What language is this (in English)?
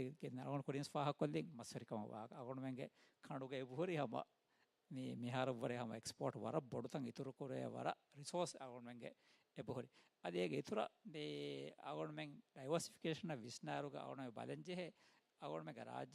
Divehi